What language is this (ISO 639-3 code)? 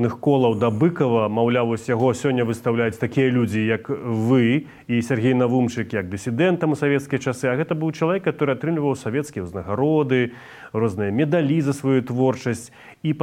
bel